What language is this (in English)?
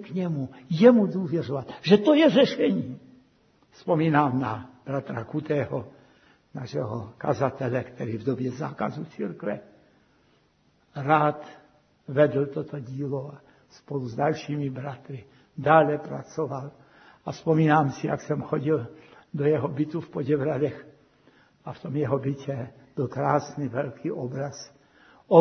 Czech